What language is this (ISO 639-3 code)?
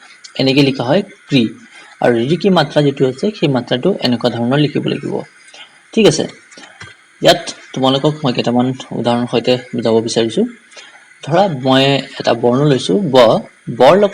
asm